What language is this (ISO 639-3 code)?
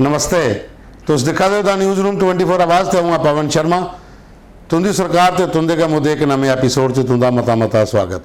doi